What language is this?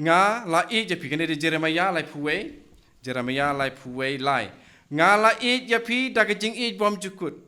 Khasi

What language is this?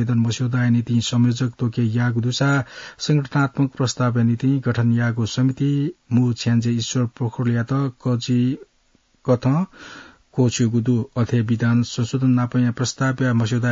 Newari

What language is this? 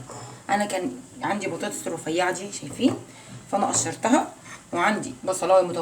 Egyptian Arabic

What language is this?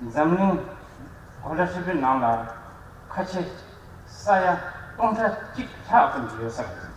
Tibetan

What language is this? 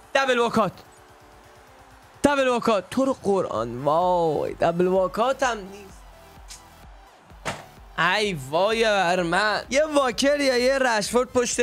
Persian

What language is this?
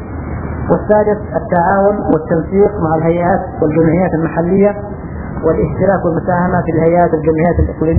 Arabic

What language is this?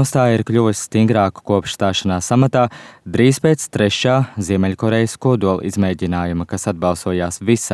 Latvian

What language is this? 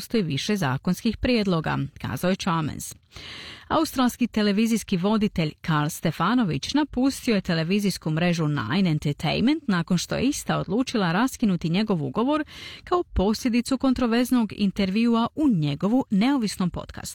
Croatian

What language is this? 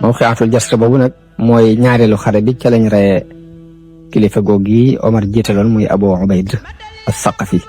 Wolof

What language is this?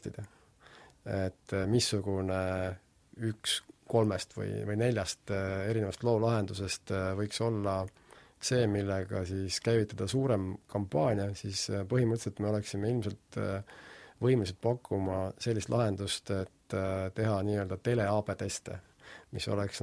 Estonian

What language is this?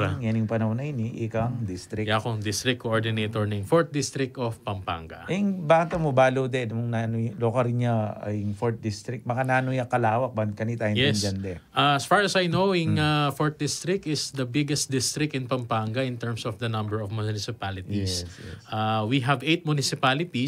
Pampanga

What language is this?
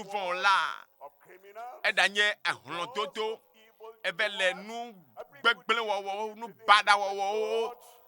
Ewe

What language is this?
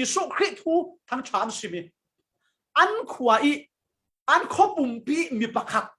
Falam Chin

